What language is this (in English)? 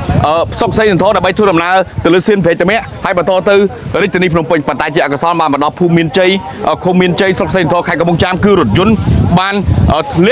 Khmer